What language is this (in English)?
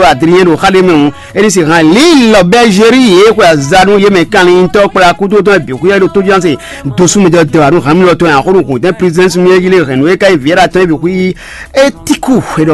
Fon